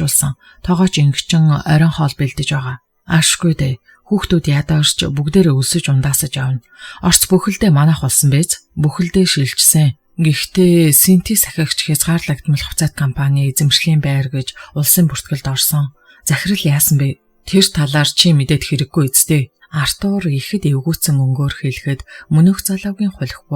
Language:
Mongolian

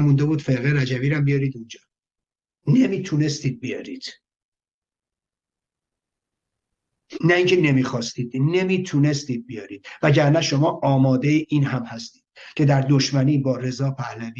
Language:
Persian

